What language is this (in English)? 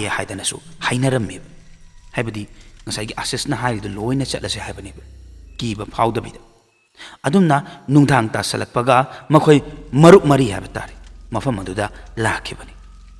Manipuri